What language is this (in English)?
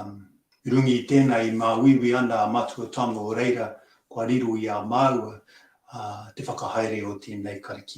Māori